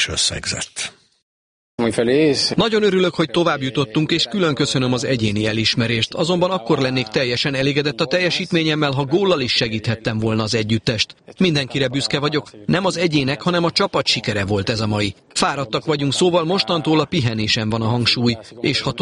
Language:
Hungarian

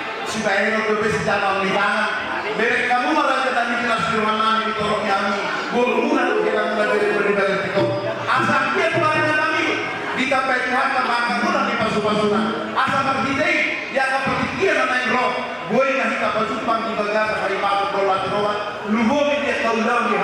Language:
Batak Toba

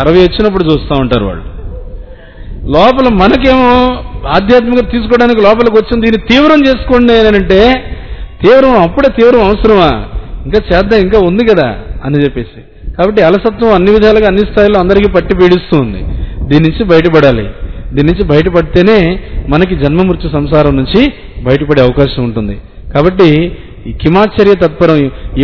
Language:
Telugu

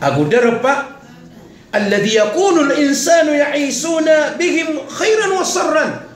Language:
Maranao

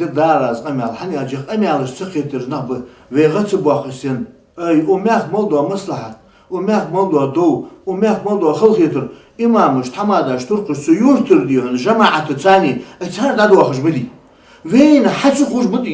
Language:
Ingush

